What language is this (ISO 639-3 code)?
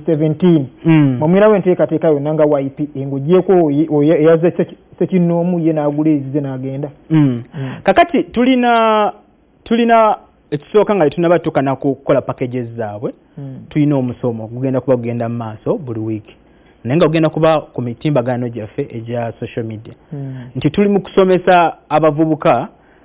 lug